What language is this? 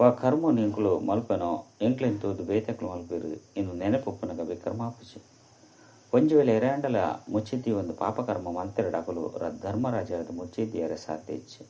Tulu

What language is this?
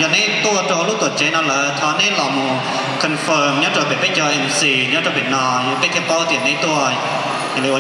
Hmong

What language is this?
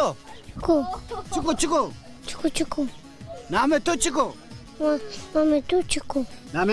Zaza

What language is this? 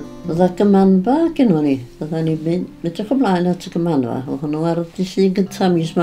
Welsh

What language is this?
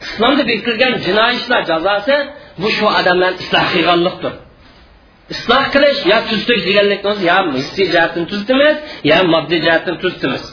Uyghur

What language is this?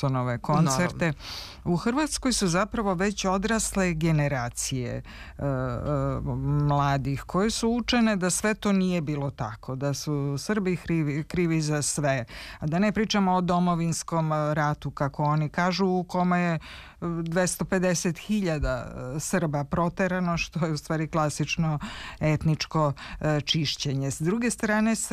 Serbian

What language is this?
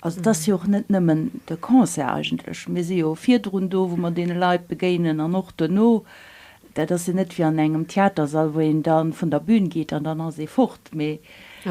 Luxembourgish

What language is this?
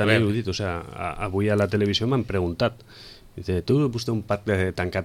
Catalan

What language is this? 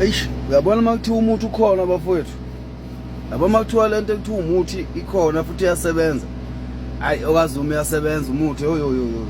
Zulu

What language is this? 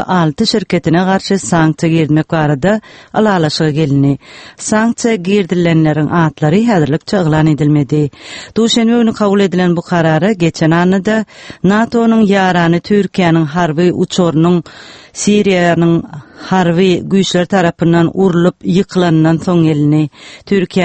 Turkmen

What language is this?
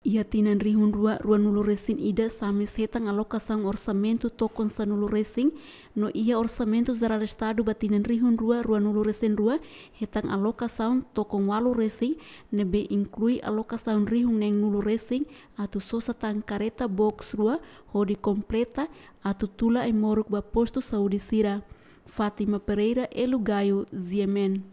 Tetum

